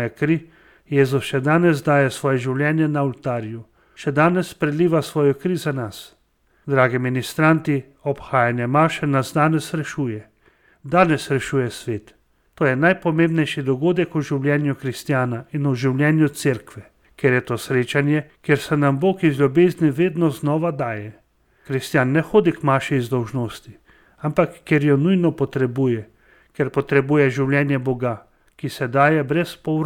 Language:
Slovenian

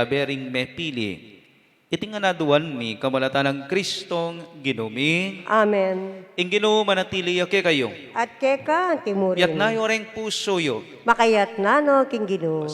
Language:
Pampanga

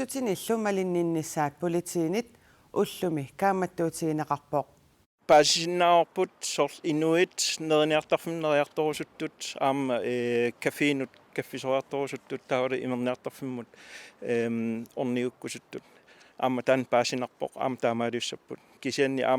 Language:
Kalaallisut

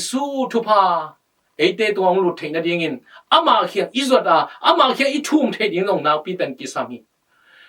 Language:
Tedim Chin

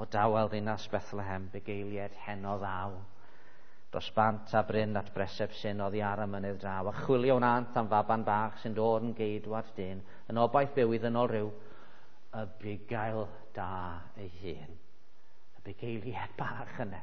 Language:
Welsh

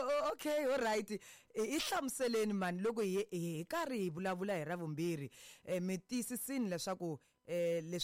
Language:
Tsonga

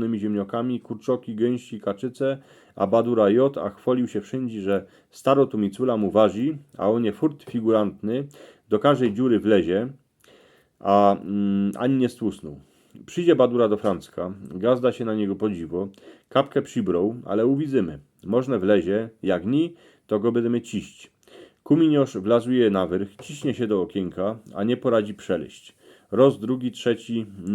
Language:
Silesian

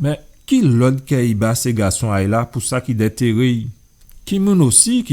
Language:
Guadeloupean Creole French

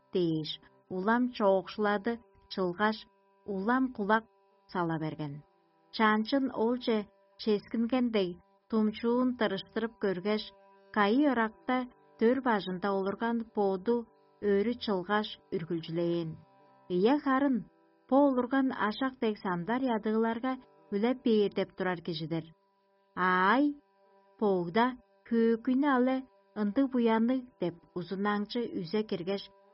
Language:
Tuvinian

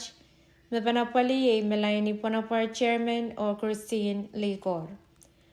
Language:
Pohnpeian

